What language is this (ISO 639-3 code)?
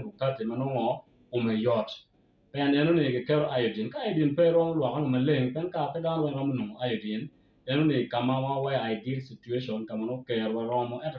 ach